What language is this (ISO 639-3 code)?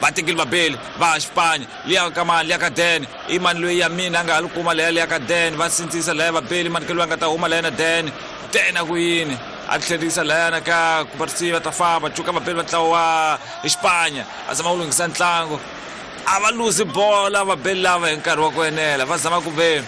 tso